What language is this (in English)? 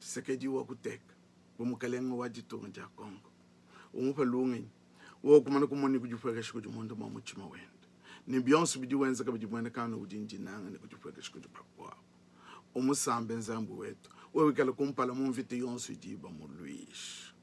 Luba-Lulua